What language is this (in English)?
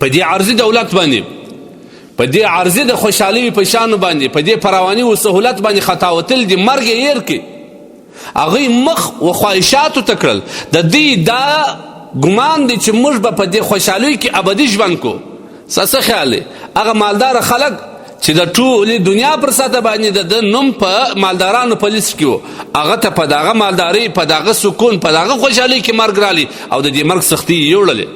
Pashto